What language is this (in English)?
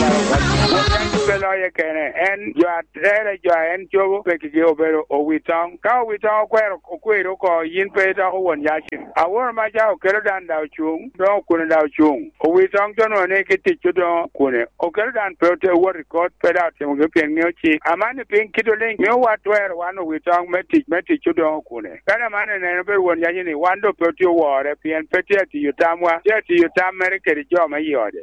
Lango (Uganda)